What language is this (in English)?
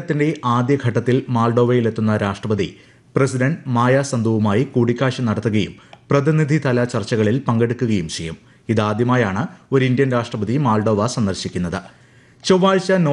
Malayalam